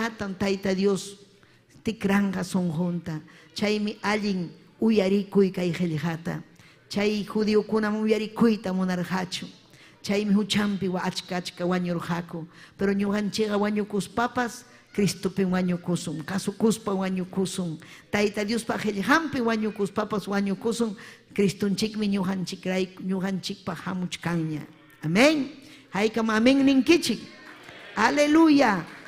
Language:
Ayacucho Quechua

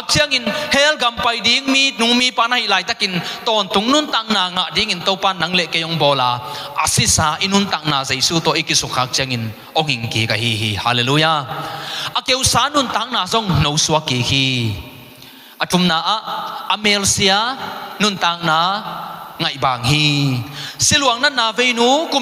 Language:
Tedim Chin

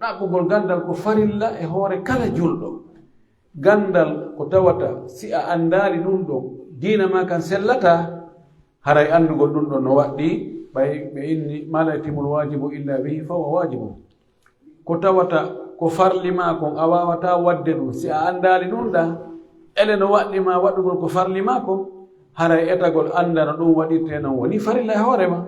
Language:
Pular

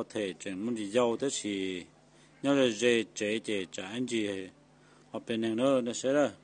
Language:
Hmong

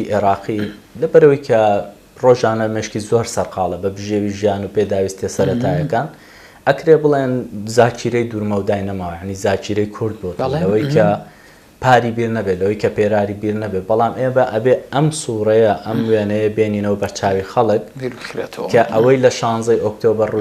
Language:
Central Kurdish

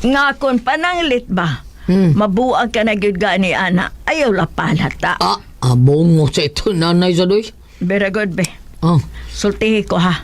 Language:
Cebuano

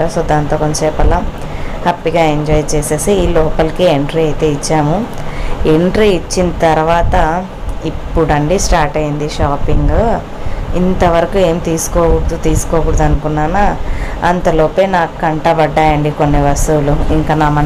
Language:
Telugu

